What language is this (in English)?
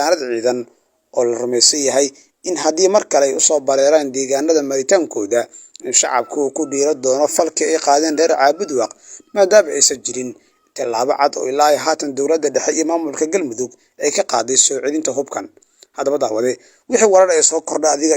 Somali